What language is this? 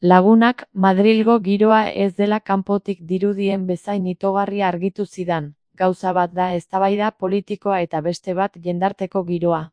Basque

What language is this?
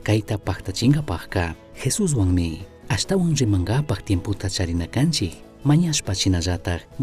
Chimborazo Highland Quichua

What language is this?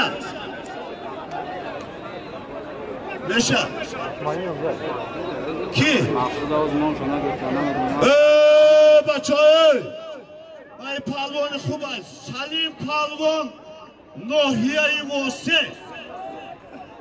Persian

